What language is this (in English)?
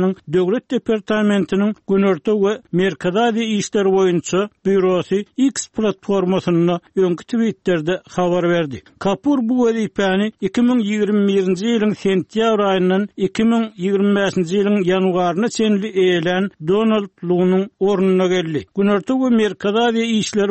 Turkmen